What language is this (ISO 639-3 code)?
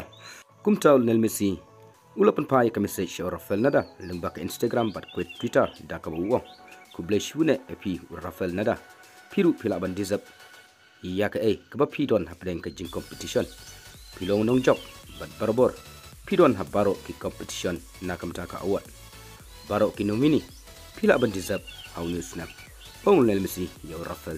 kha